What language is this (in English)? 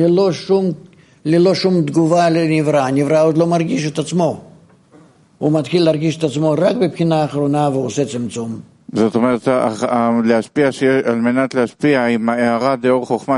Hebrew